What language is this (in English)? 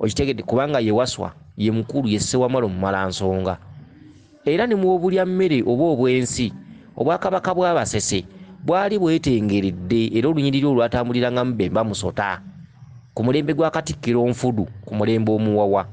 Ganda